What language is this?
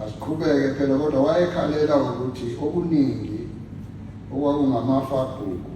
Zulu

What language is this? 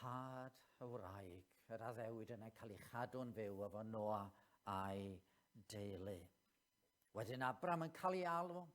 Welsh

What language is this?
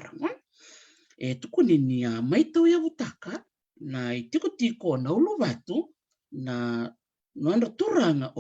Fijian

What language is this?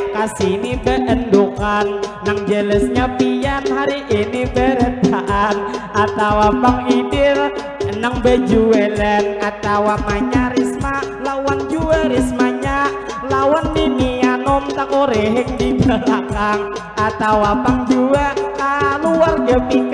Banjar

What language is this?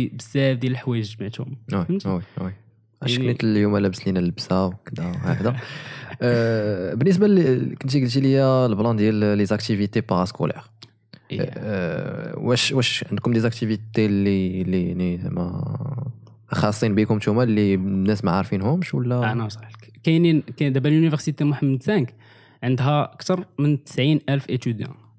Moroccan Arabic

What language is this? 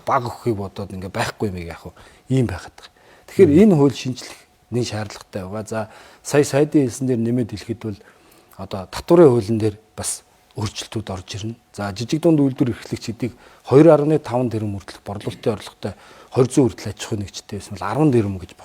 Mongolian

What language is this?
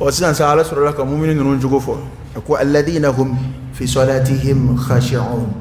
Dyula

